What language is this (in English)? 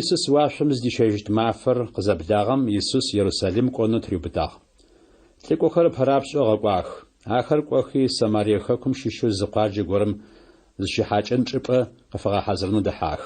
Adyghe